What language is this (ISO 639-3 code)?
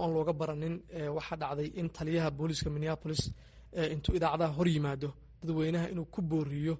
som